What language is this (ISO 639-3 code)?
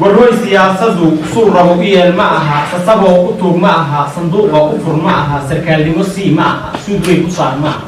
som